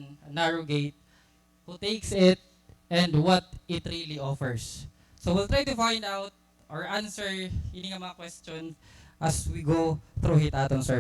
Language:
Waray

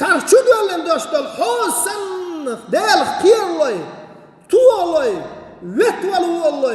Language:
Chechen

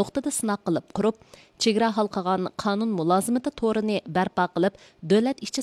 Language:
Uyghur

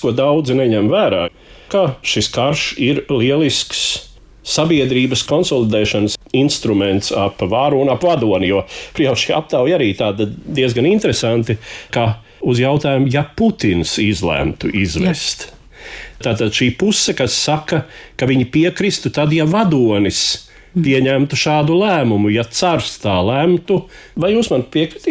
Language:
Latvian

